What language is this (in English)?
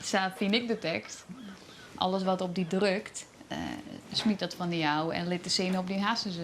Western Frisian